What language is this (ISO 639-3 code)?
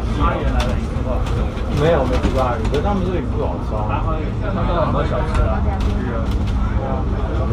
zho